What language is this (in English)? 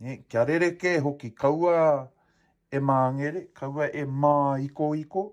Māori